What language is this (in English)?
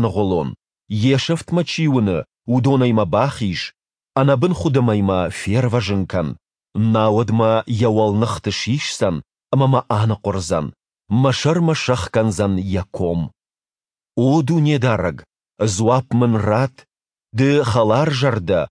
Ossetic